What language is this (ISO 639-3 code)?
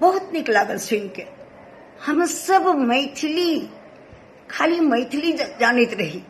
mai